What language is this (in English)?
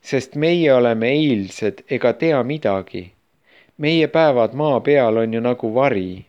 Estonian